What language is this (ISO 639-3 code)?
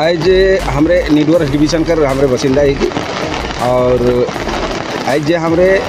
sck